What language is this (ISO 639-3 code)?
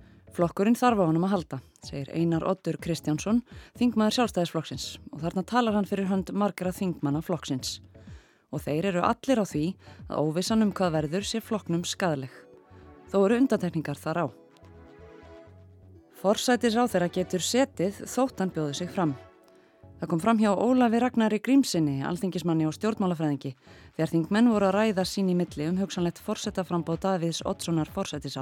isl